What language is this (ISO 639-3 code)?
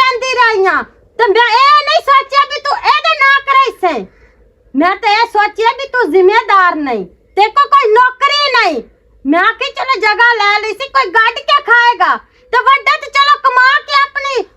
lah